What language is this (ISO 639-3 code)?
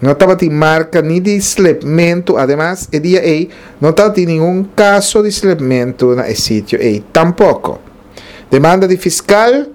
pap